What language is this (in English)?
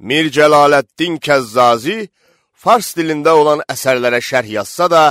Azerbaijani